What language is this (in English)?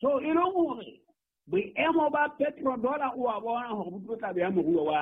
Southern Sotho